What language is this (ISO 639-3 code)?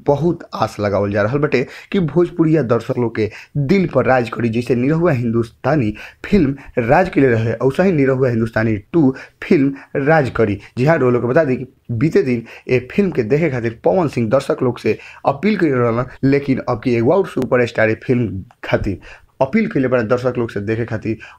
bho